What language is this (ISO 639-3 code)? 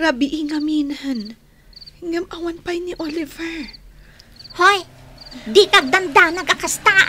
ilo